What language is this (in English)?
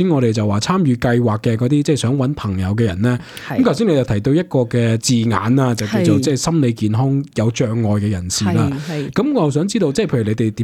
Cantonese